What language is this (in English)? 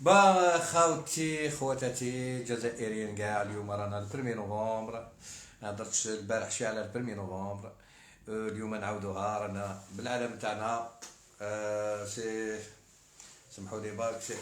Algerian Arabic